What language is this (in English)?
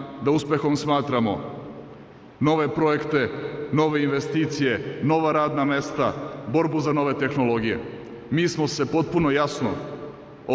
Serbian